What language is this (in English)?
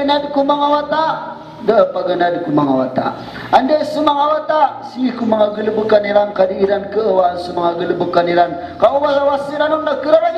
Maranao